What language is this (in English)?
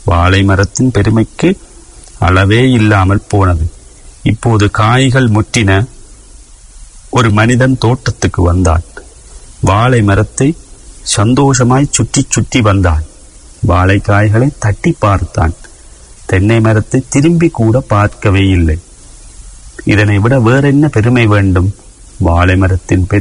Tamil